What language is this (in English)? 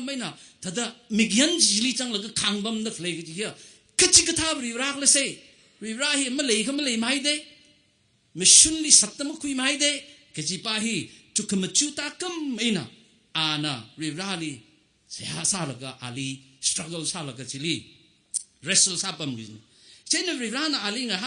Tangkhul Naga (India)